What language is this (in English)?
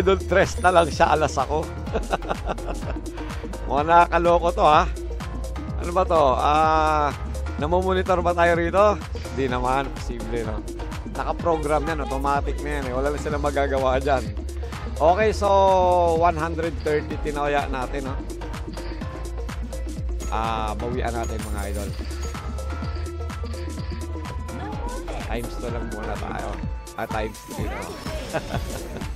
Filipino